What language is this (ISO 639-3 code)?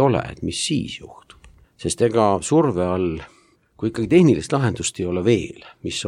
est